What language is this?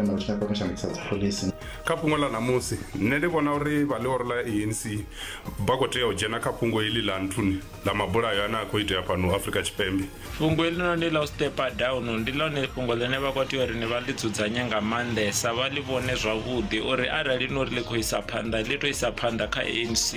Venda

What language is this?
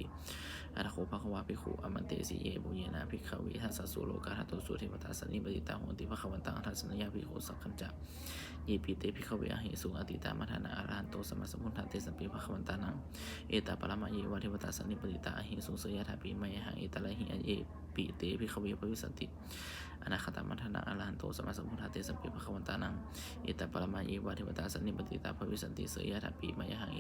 Pali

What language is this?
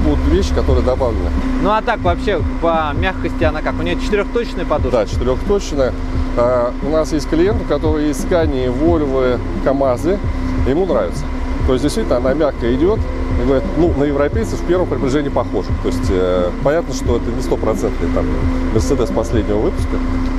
Russian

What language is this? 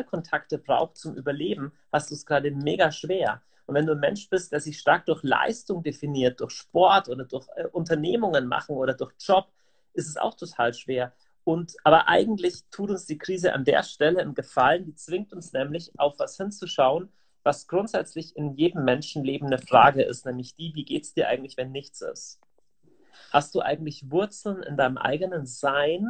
German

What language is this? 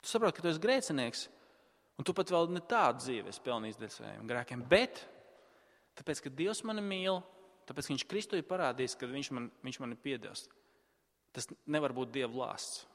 Latvian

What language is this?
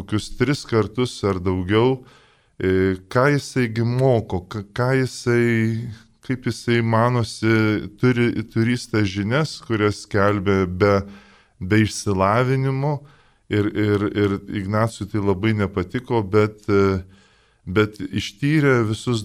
Lithuanian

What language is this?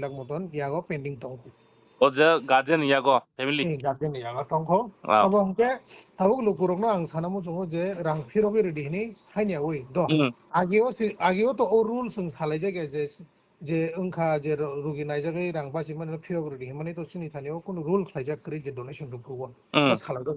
Kok Borok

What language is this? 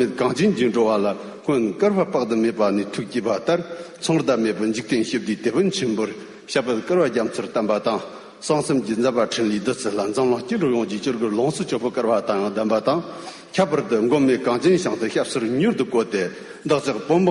Tibetan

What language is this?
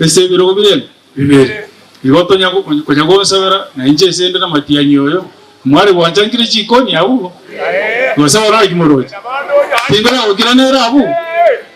Gusii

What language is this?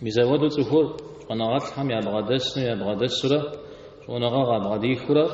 Kabardian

